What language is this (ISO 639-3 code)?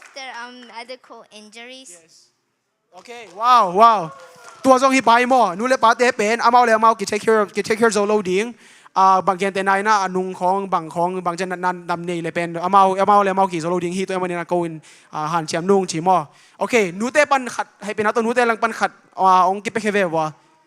ctd